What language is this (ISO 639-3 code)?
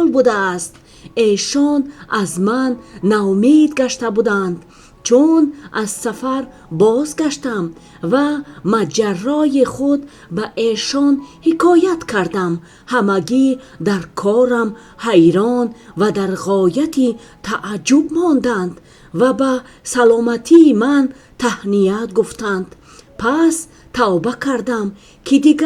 tgk